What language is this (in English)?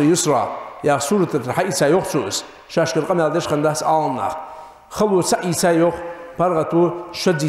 Ingush